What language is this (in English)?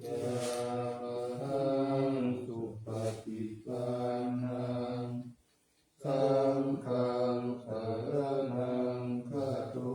Pali